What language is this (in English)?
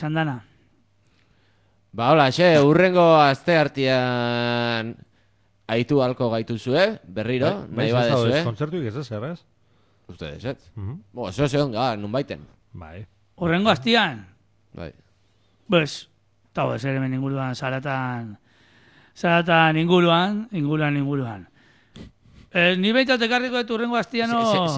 Basque